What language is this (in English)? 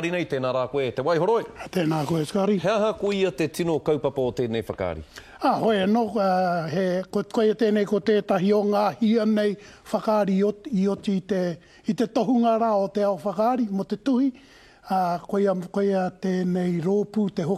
Māori